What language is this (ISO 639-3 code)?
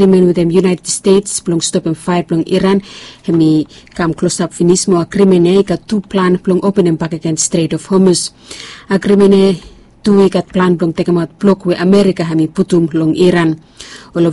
bis